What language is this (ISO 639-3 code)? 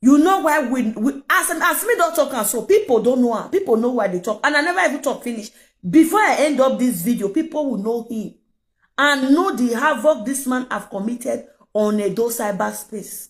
pcm